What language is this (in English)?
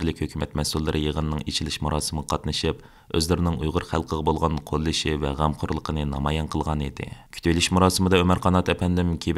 Uyghur